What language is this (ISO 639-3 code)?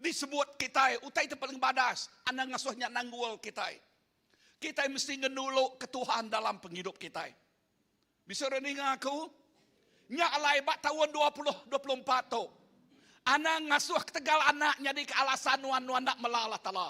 iba